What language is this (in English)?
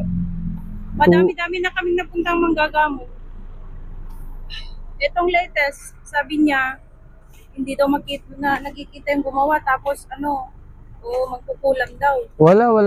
Filipino